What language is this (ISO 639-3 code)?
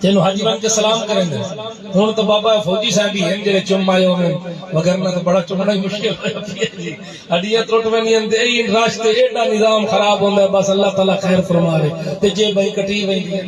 skr